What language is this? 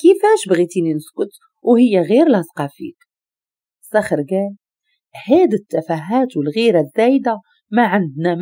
Moroccan Arabic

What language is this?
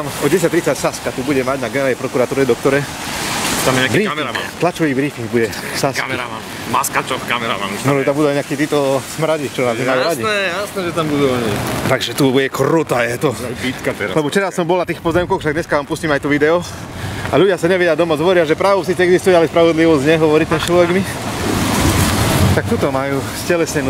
Slovak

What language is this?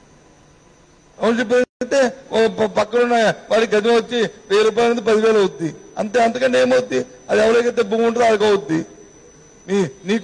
Telugu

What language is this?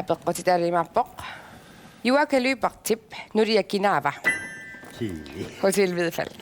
Kalaallisut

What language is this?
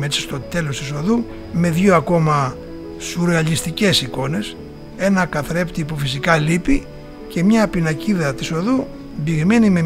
Greek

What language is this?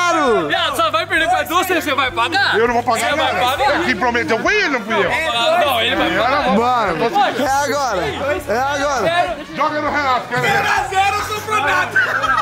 Portuguese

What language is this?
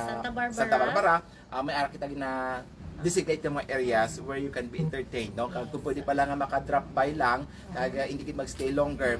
Hiligaynon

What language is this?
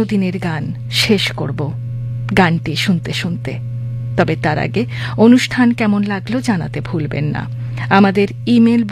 Bangla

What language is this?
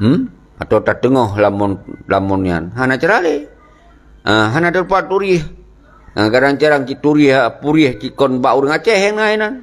Achinese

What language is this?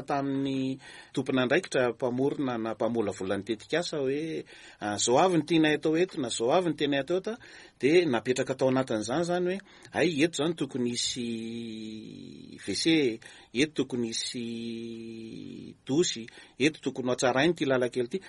Malagasy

